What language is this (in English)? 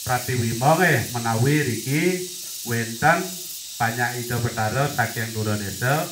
Balinese